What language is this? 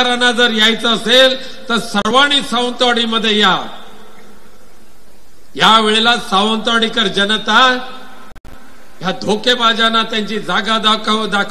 Marathi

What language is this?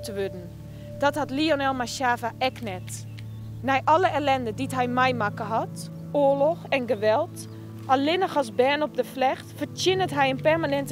Western Frisian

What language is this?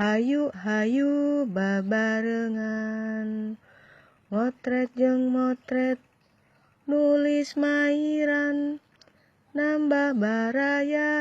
Sundanese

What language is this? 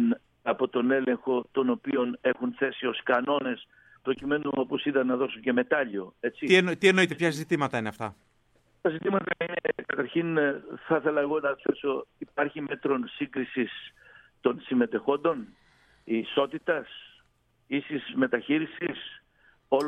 Greek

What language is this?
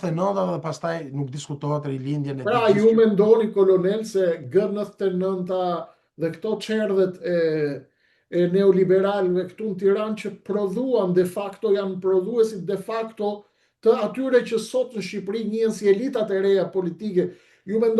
Albanian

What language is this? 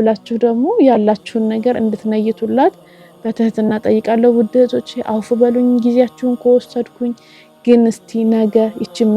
Amharic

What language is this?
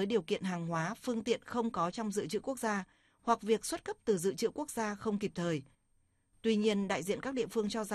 Vietnamese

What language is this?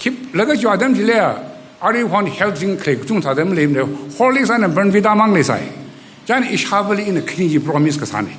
Tangkhul Naga (India)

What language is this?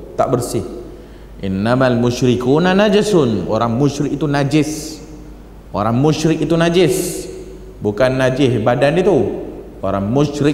Malay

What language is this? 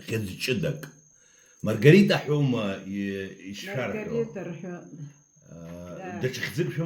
Abkhazian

